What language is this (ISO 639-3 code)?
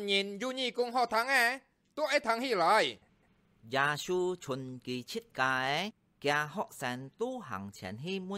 hak